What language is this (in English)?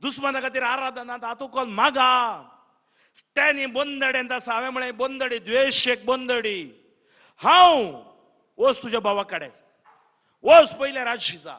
Konkani